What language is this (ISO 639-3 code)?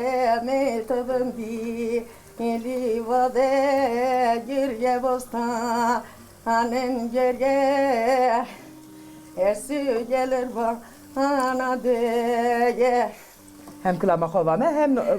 zza